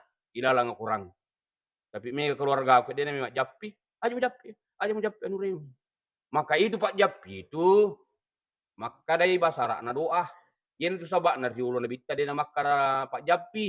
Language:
Buginese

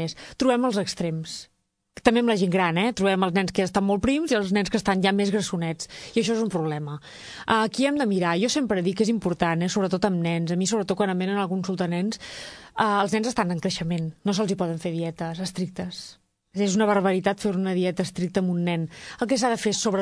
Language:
Catalan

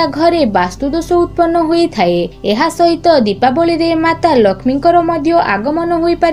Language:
Odia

